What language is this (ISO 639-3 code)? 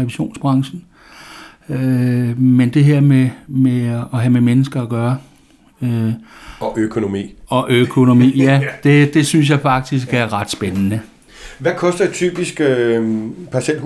dan